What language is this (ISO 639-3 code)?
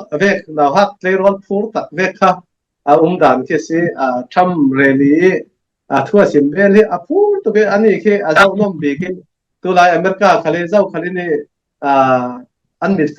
cfm